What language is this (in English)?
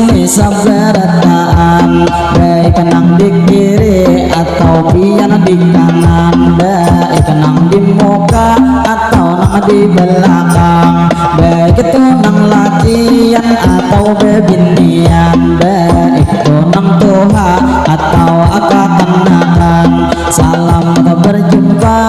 Banjar